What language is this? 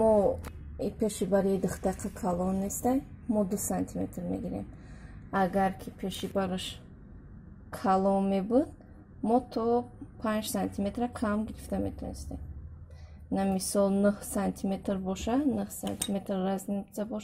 Tajik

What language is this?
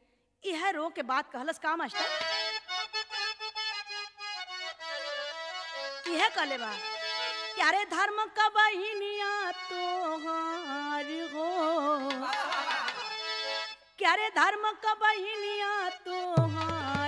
Bhojpuri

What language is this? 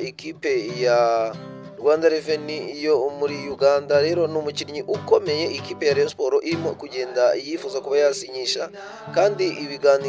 Kinyarwanda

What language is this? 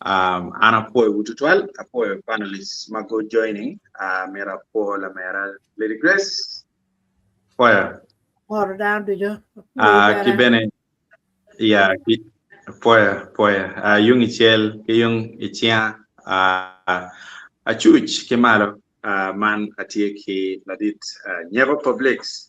Acoli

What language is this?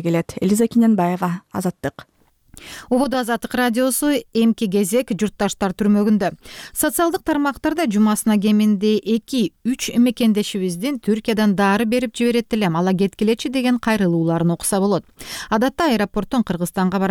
Kyrgyz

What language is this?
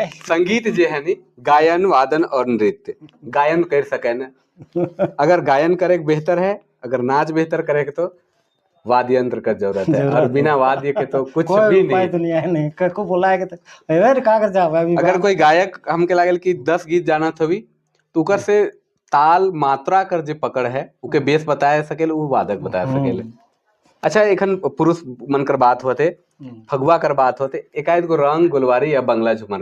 Sadri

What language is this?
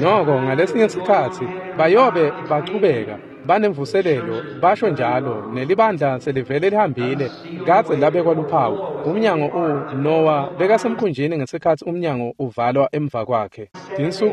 Swati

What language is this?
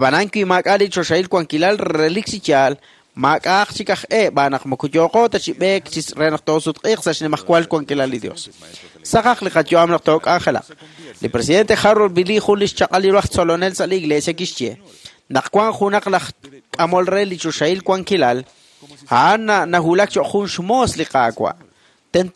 Kekchí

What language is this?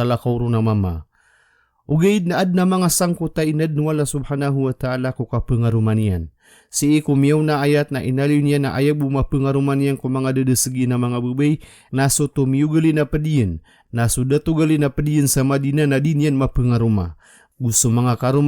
Maranao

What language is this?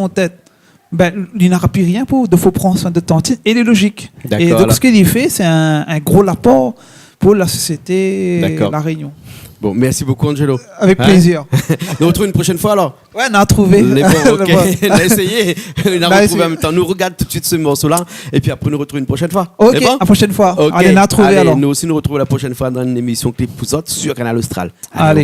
Réunion Creole French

